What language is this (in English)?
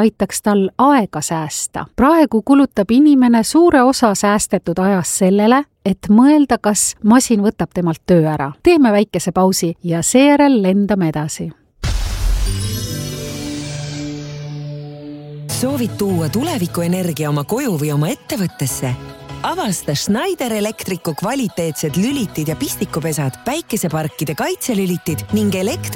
Estonian